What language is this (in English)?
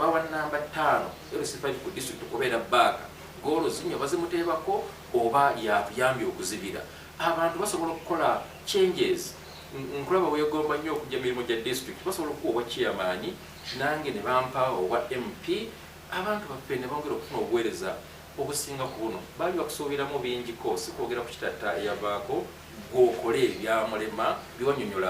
Ganda